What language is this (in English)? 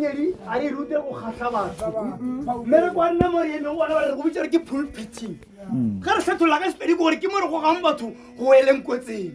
Northern Sotho